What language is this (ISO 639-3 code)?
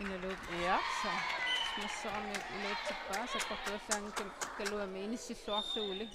kal